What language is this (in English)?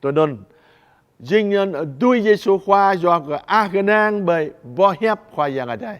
Jarai